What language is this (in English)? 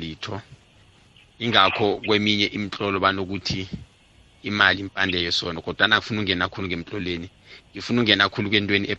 South Ndebele